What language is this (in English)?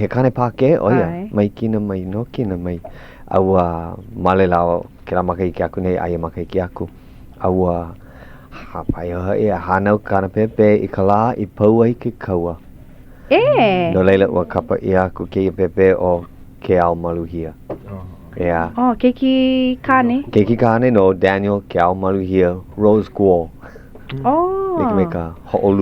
Hawaiian